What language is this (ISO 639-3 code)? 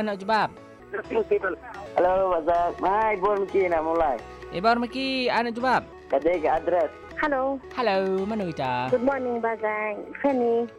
msa